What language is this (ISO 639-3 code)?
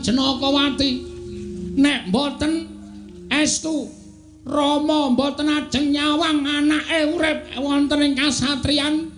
jav